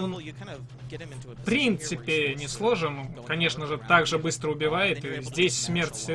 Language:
Russian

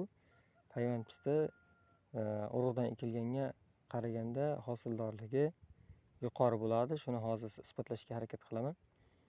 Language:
Uzbek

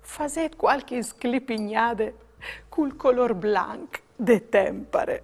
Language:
Friulian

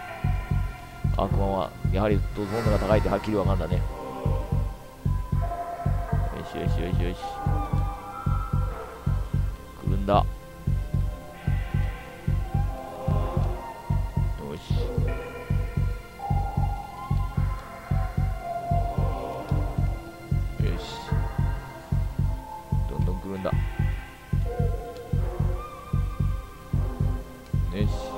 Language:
Japanese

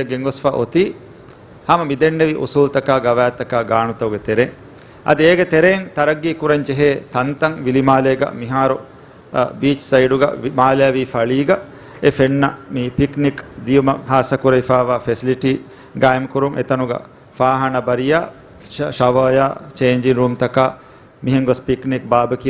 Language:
Divehi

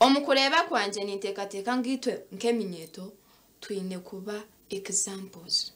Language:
Nyankole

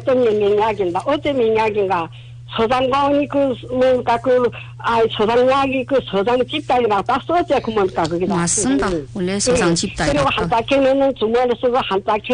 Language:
Korean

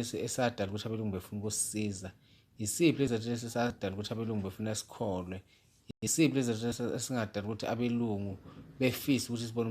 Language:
Zulu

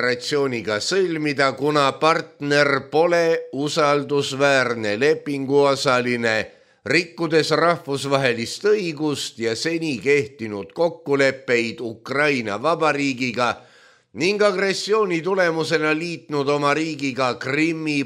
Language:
Estonian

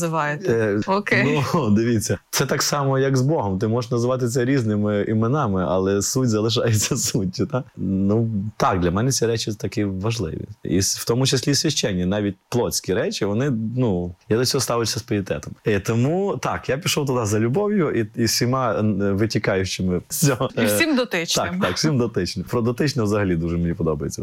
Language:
Ukrainian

